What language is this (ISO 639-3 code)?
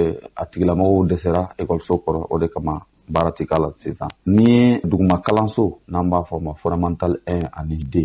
bam